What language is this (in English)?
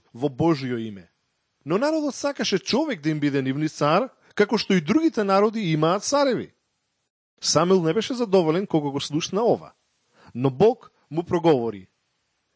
Macedonian